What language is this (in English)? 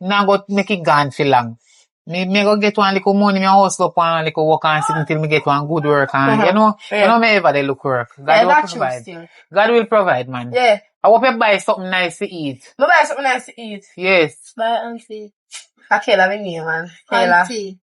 Jamaican Creole English